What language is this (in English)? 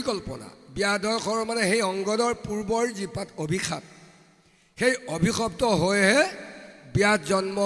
Assamese